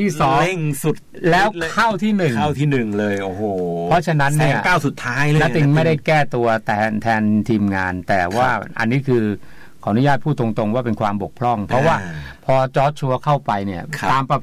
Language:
Thai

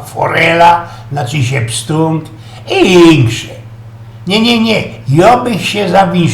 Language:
Silesian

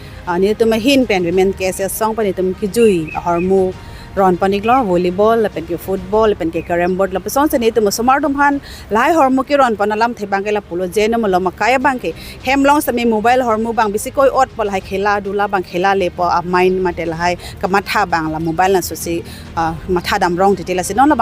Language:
Karbi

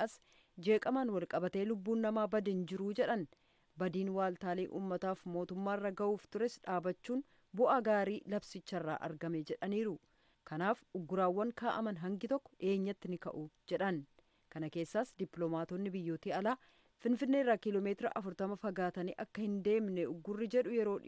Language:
Oromo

